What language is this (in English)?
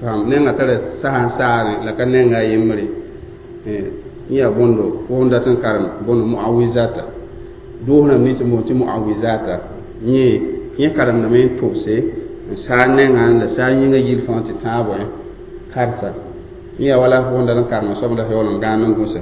Mossi